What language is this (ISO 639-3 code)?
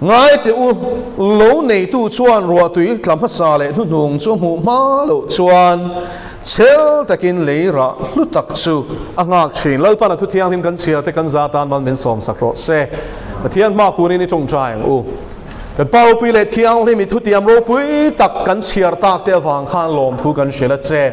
lus